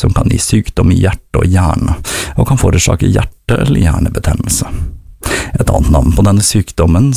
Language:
Norwegian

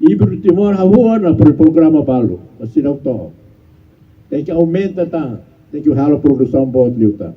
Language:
Tetum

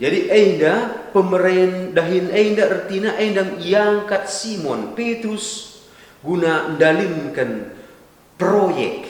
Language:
Batak Karo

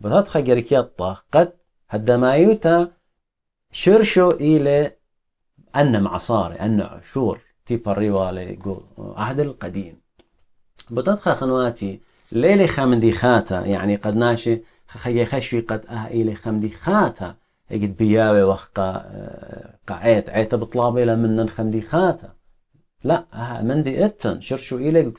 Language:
Assyrian Neo-Aramaic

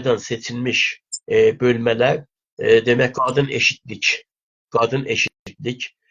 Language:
South Azerbaijani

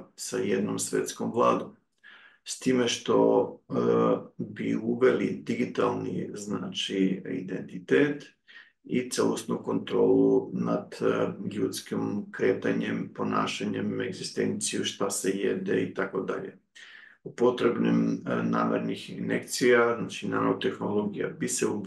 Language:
Serbian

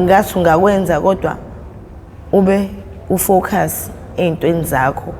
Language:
Zulu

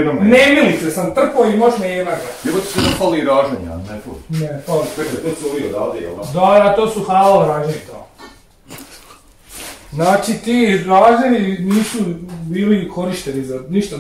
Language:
Croatian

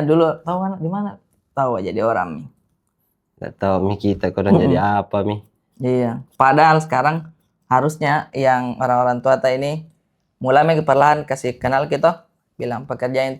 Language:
Makassar Malay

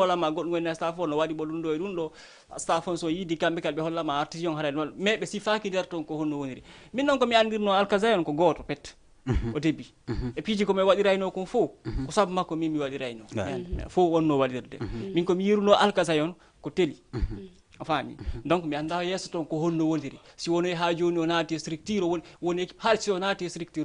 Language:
Fula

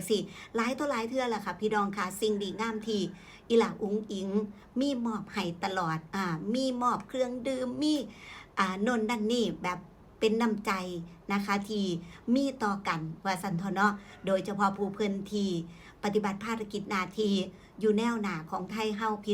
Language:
Northeastern Thai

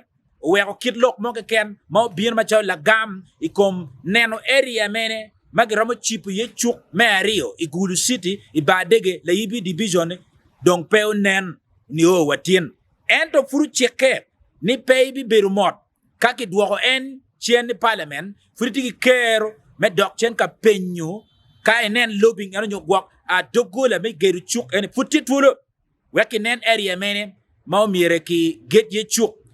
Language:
Acoli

